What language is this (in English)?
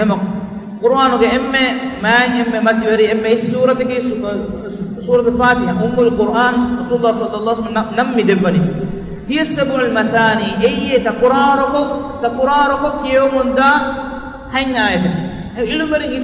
Divehi